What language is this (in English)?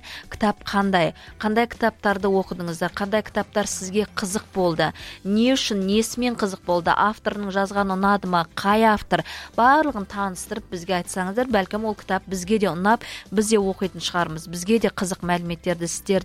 Kazakh